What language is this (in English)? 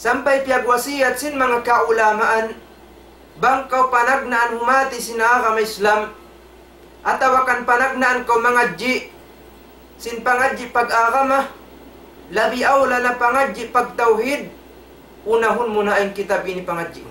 Tausug